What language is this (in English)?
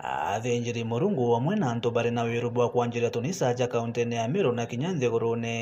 Meru